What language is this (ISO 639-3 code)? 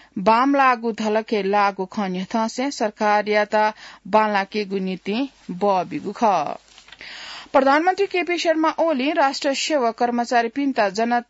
new